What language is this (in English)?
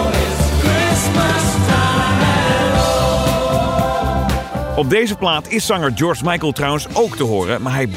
Dutch